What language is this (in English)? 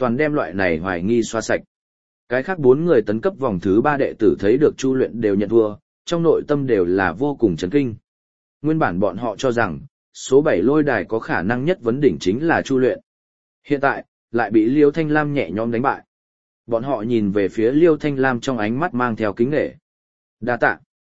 Vietnamese